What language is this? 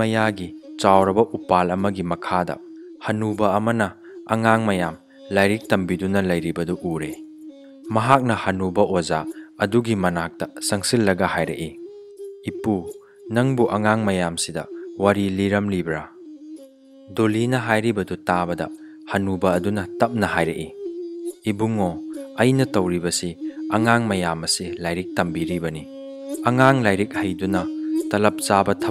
Manipuri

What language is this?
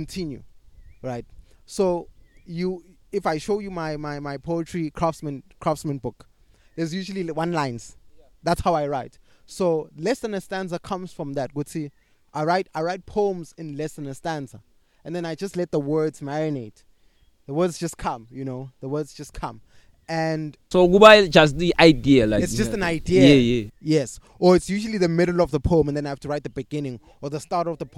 English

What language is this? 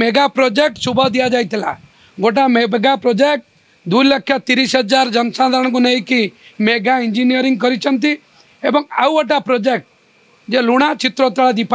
Odia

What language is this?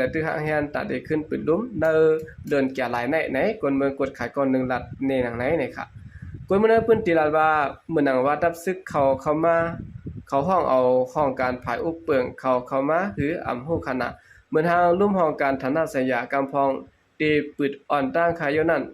Shan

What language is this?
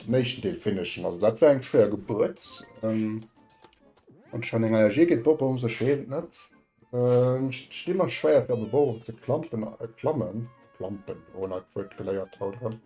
Luxembourgish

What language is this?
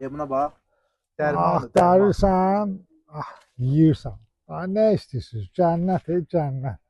Azerbaijani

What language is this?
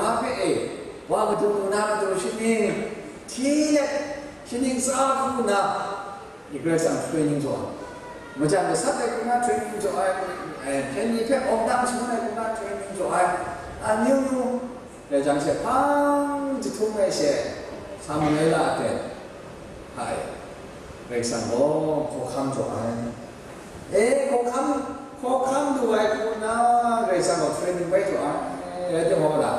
Kachin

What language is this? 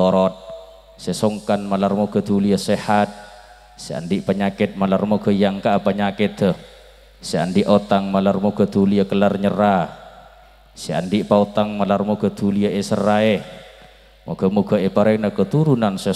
Madurese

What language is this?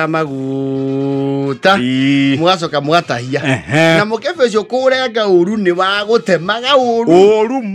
Kikuyu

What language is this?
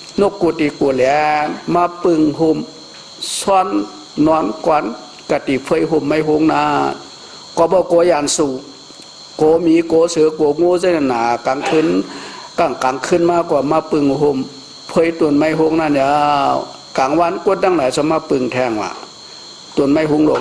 Shan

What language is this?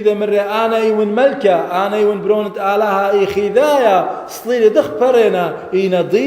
Assyrian Neo-Aramaic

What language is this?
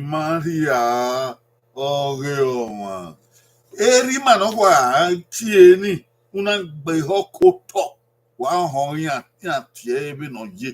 Bini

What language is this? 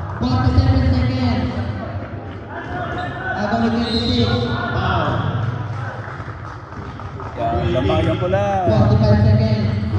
Filipino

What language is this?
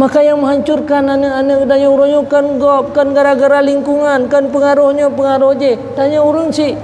Achinese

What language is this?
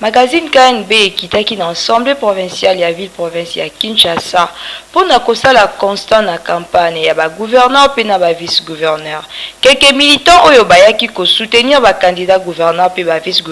Lingala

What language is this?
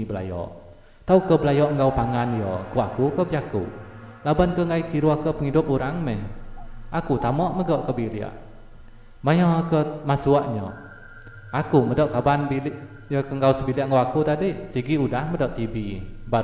Iban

